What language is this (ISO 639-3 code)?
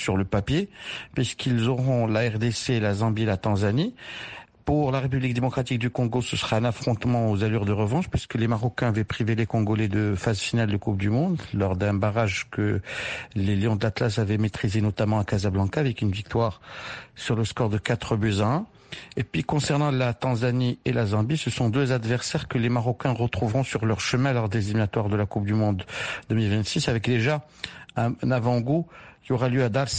fra